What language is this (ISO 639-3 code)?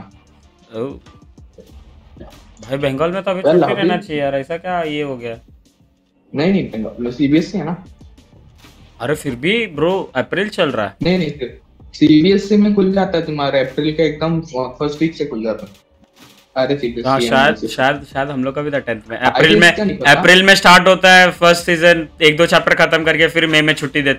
hin